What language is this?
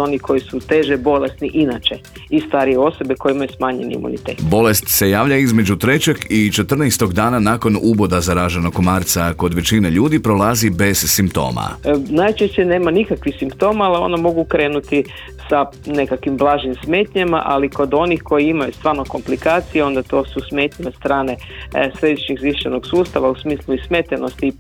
Croatian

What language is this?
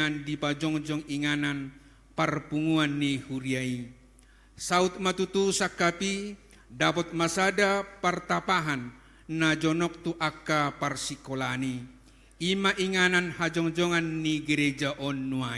Batak Toba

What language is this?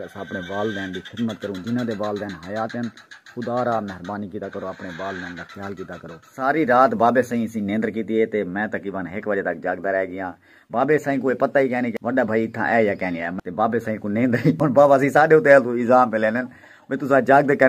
Saraiki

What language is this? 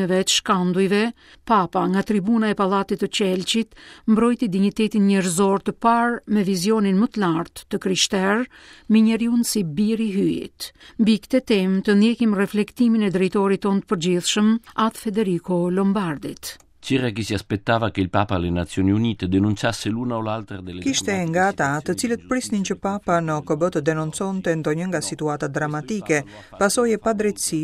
Albanian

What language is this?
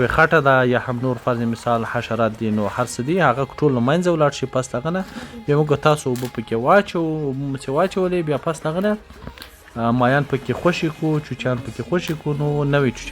Pashto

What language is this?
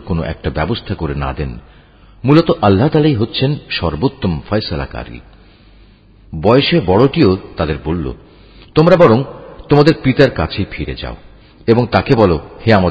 Bangla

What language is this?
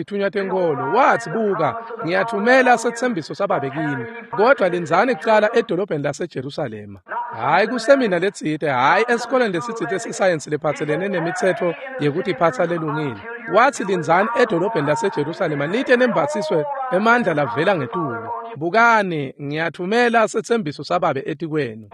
Swati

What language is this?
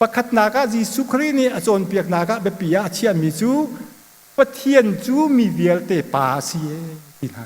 Hakha Chin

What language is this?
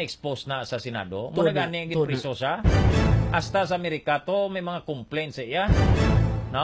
Hiligaynon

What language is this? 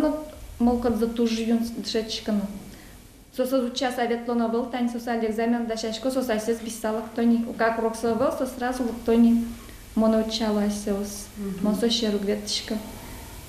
Udmurt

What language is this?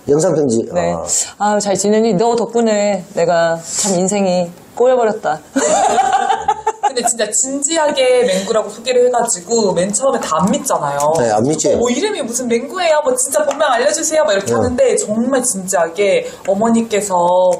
Korean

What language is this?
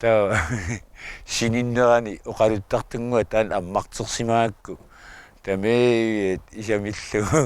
Kalaallisut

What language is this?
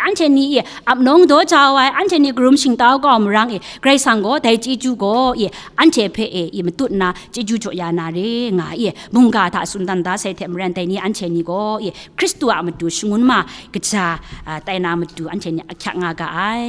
Kachin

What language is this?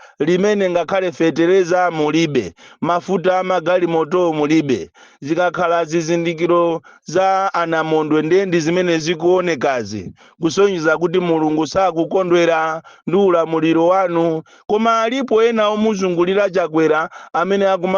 Nyanja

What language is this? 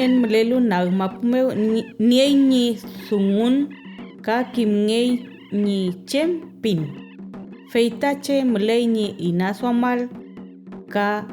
Mapuche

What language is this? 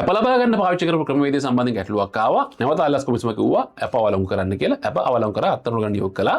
Sinhala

